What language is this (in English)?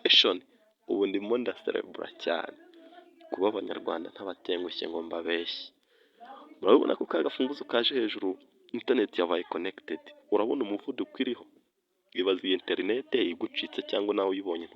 Kinyarwanda